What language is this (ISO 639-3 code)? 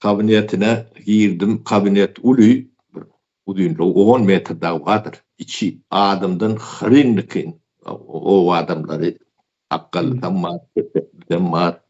tuk